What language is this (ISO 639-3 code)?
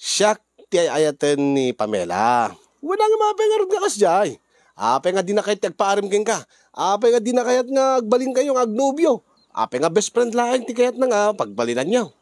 ilo